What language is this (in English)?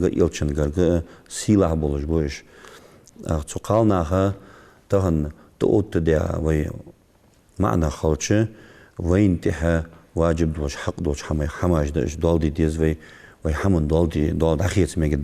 Ingush